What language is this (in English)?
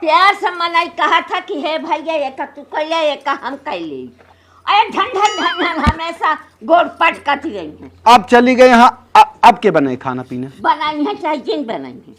Awadhi